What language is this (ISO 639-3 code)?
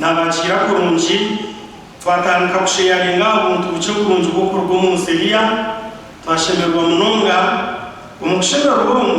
nyn